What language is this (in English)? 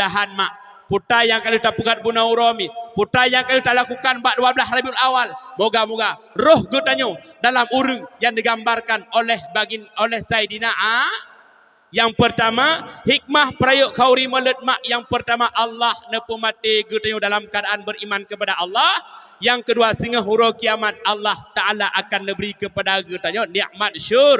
Achinese